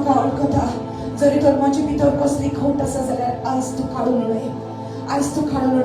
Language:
Konkani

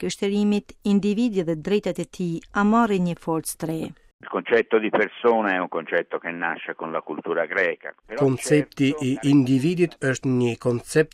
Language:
Albanian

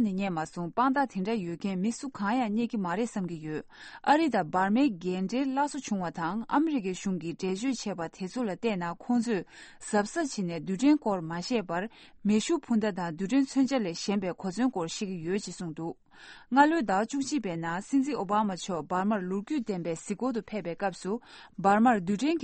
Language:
Tibetan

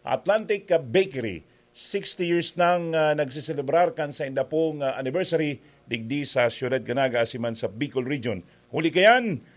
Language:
Bikol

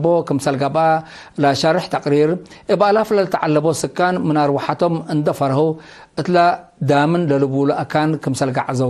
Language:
Tigre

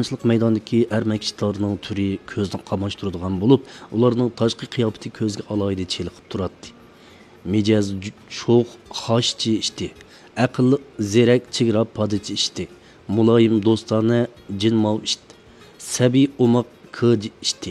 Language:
Uyghur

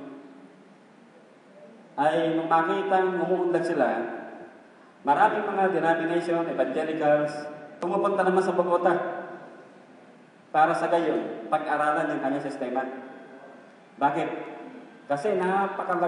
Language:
Filipino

